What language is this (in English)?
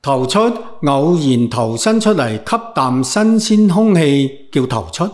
Cantonese